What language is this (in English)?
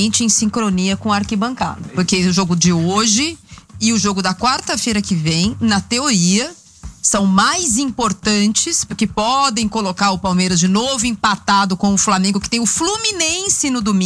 Portuguese